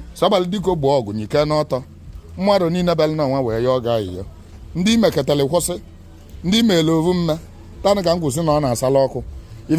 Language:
Igbo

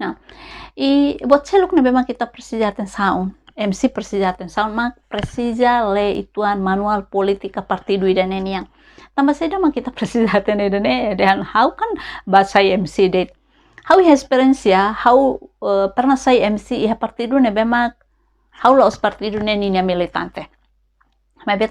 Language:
Tetum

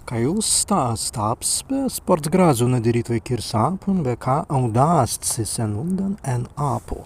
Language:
Prussian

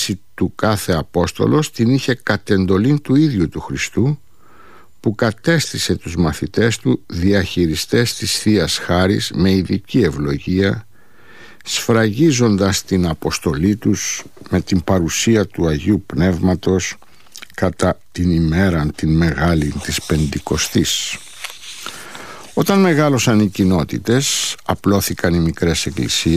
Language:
Greek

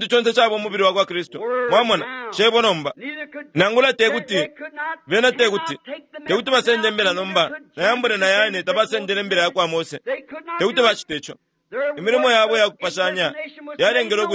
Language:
Bemba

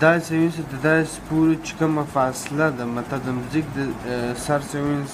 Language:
Pashto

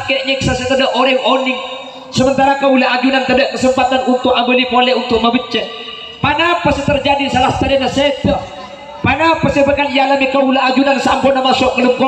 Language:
Madurese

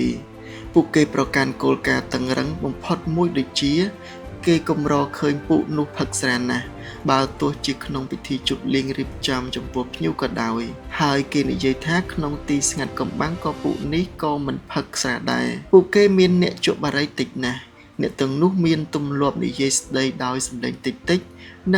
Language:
Khmer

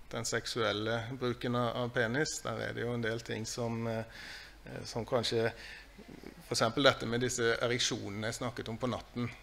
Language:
Norwegian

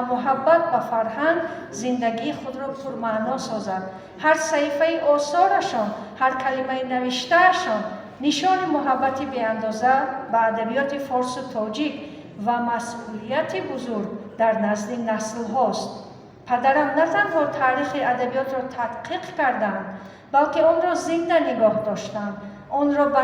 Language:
Tajik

